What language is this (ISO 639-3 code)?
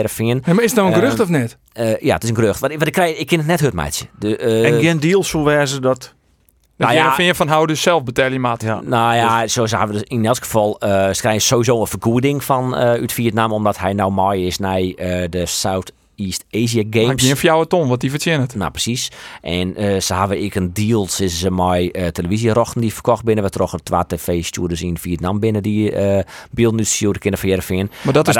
fry